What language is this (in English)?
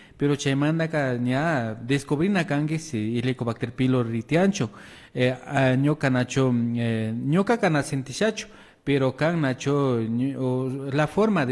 Imbabura Highland Quichua